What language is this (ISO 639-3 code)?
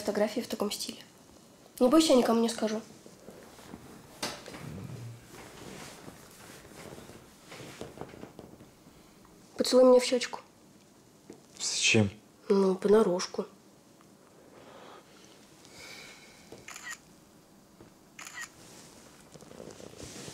rus